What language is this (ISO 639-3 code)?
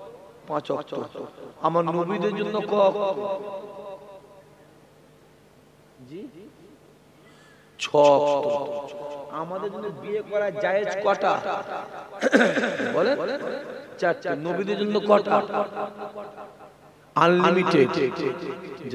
ben